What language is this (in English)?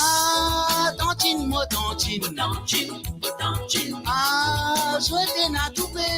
Morisyen